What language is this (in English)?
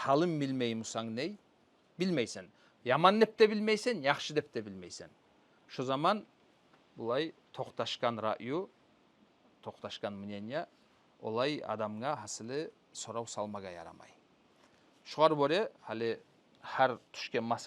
Kumyk